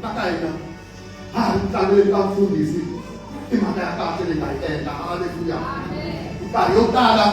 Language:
Tsonga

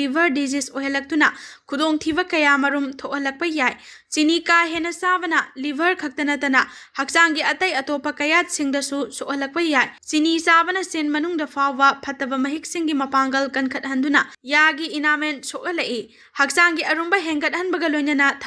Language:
Manipuri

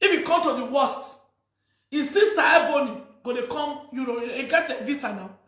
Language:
Nigerian Pidgin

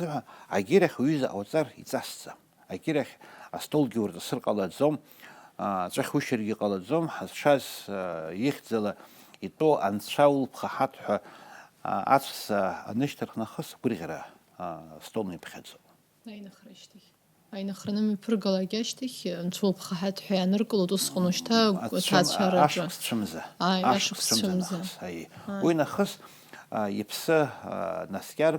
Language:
Abkhazian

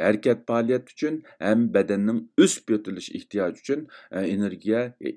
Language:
Uyghur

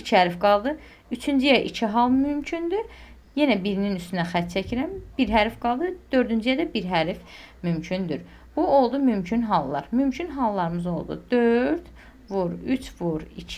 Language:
Azerbaijani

